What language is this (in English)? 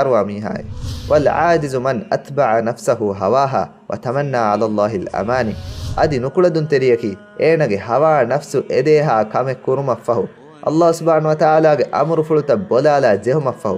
Divehi